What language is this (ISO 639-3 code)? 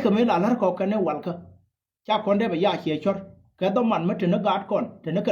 nus